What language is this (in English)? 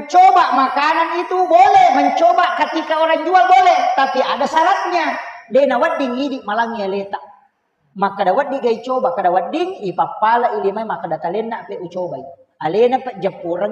Buginese